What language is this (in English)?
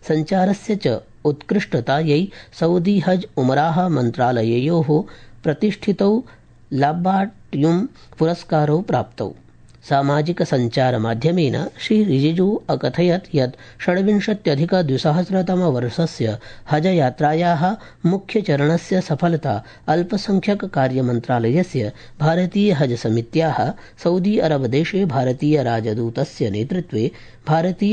Sanskrit